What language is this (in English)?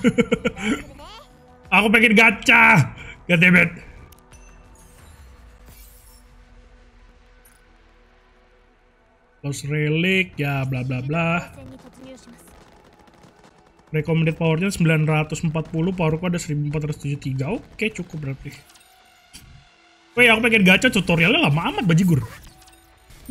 Indonesian